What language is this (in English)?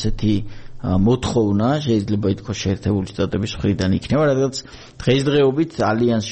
Georgian